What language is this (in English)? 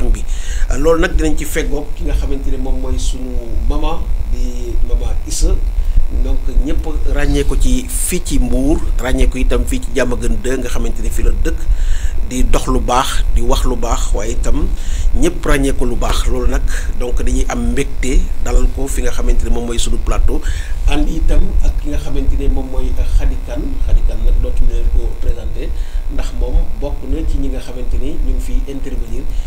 Wolof